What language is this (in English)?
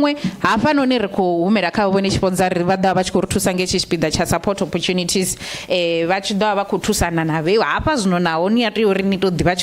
Venda